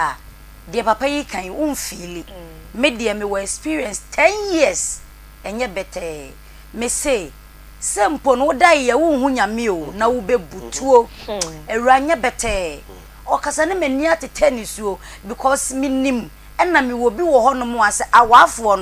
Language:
Akan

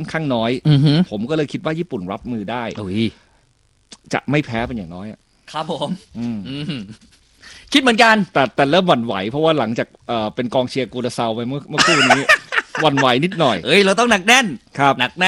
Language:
Thai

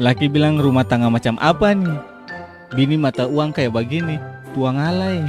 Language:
Ambonese Malay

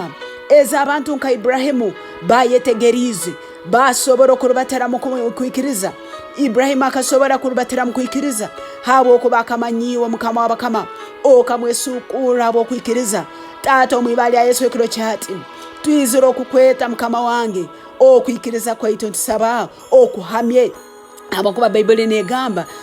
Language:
Tooro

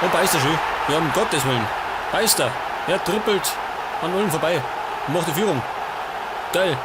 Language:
Bavarian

